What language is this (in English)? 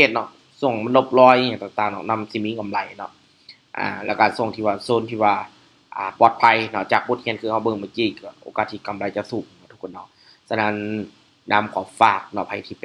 Lao